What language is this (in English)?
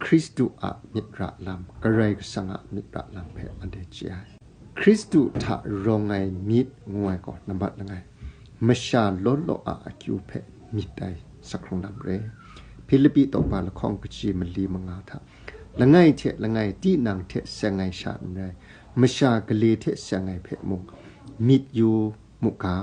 Kachin